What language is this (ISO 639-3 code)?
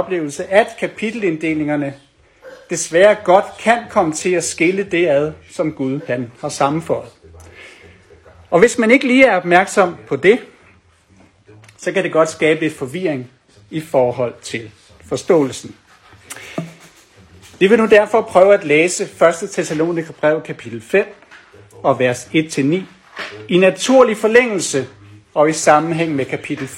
dan